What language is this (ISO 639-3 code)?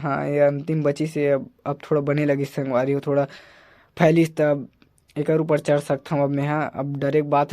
hne